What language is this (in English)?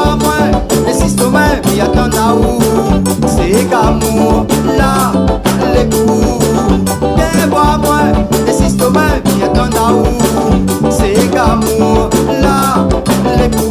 Réunion Creole French